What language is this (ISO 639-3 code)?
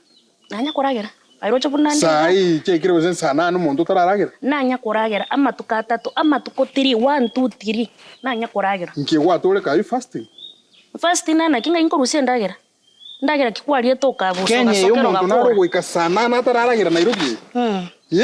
guz